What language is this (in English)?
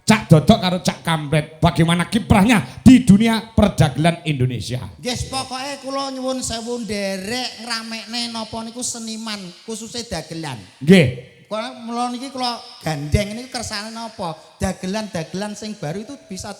Javanese